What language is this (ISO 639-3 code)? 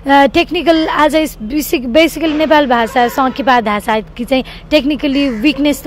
new